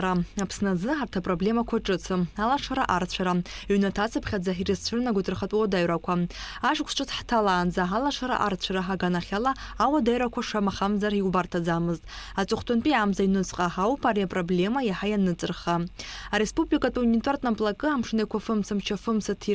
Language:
Abkhazian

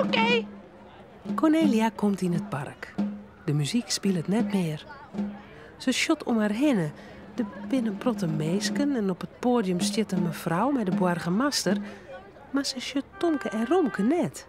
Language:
Western Frisian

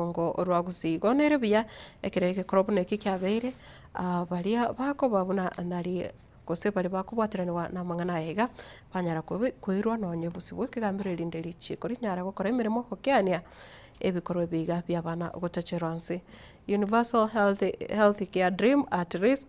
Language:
Gusii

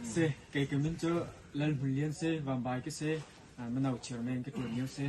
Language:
Hakha Chin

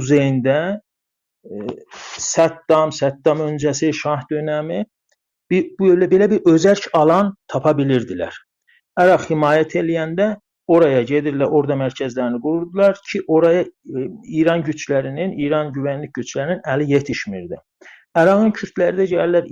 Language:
South Azerbaijani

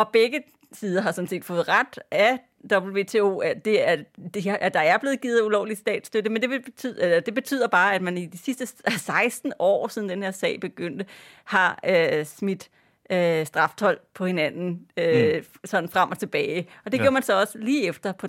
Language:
Danish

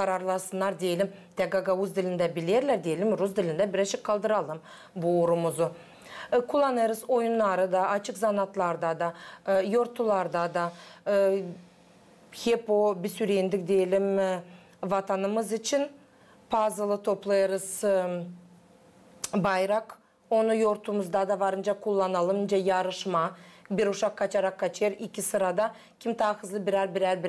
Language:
Gagauz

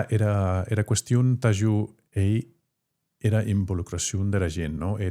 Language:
Occitan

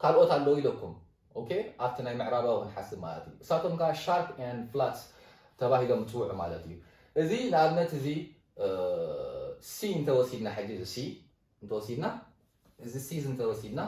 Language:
Tigrinya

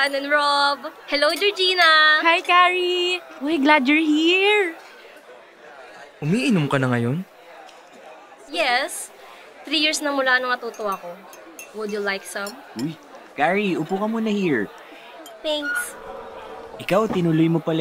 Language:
Filipino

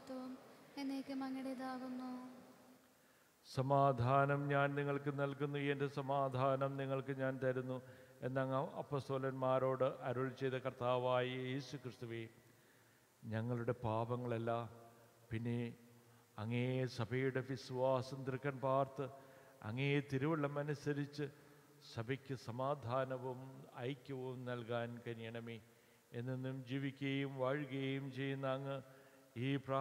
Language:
Malayalam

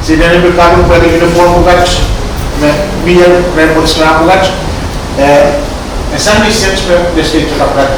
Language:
Pohnpeian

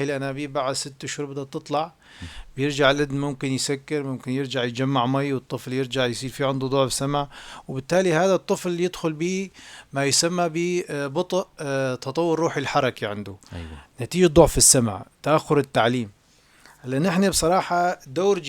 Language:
North Levantine Arabic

